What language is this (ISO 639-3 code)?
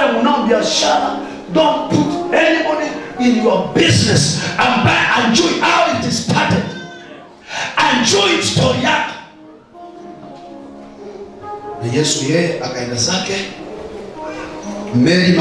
swa